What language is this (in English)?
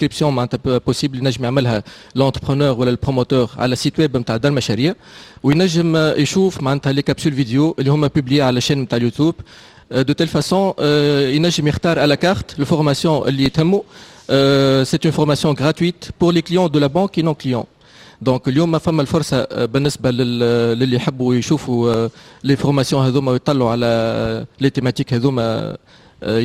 Tunisian Arabic